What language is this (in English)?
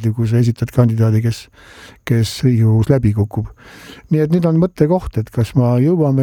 Estonian